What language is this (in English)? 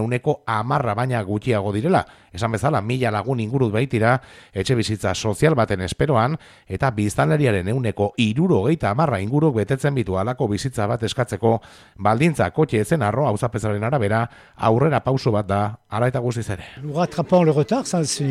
Basque